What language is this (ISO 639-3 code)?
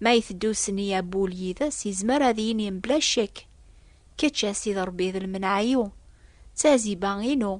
kab